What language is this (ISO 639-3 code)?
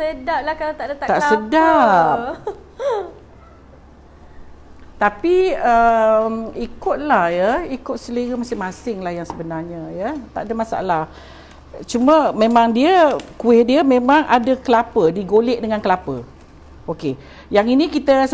msa